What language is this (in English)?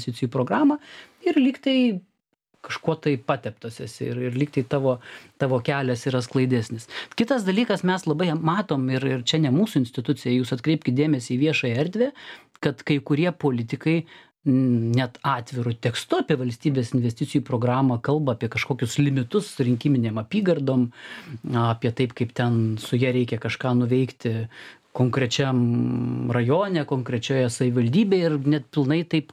Lithuanian